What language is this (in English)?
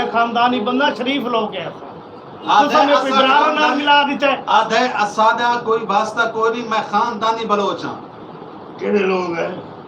Saraiki